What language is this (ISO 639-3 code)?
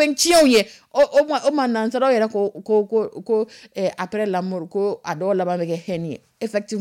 dyu